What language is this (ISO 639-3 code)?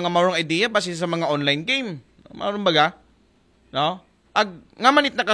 akl